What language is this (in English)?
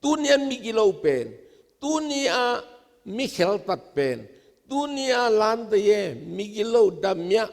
Tedim Chin